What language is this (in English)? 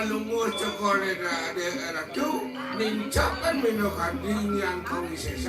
Balinese